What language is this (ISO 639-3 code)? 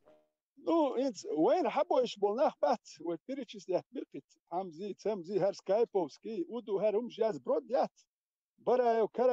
che